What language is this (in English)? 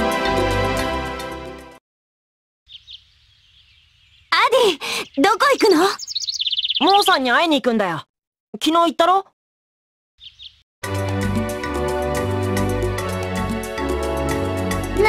Japanese